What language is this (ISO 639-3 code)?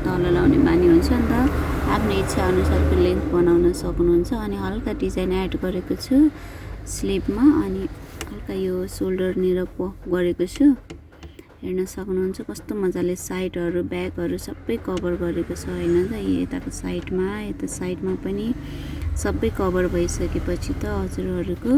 nep